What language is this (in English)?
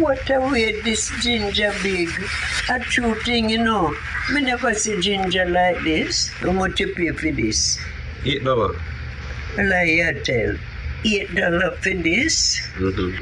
Jamaican Creole English